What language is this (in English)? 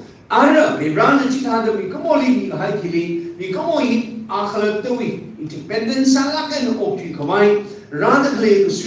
Tangkhul Naga (India)